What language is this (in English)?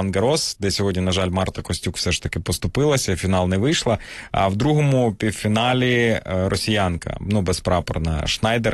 Ukrainian